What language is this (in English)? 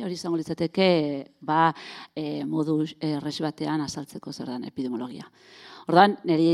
Basque